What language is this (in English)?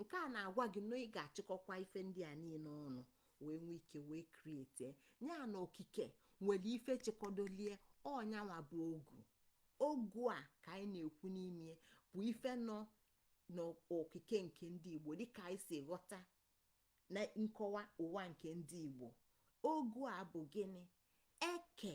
Igbo